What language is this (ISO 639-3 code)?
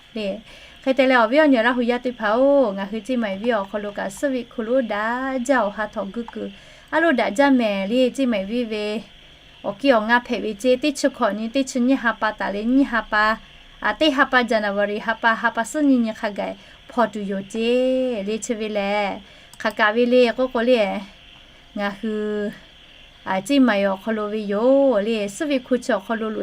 lhu